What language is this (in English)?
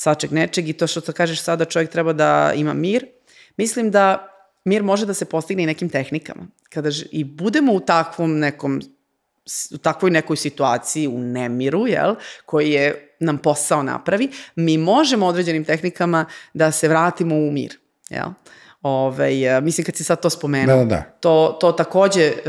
Serbian